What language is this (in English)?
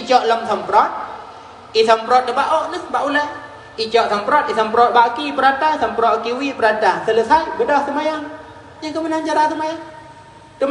Achinese